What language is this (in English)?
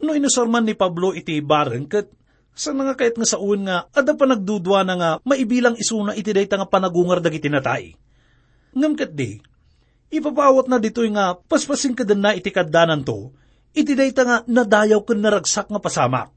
Iloko